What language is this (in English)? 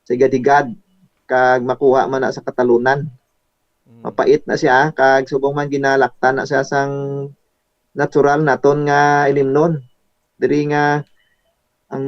Hiligaynon